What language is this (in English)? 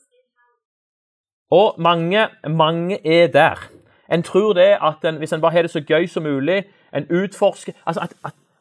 Norwegian